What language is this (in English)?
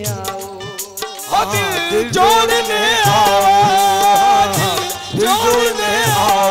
Hindi